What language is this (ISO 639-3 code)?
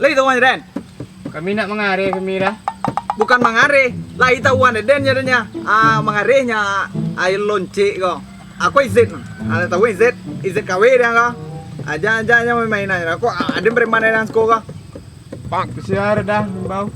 min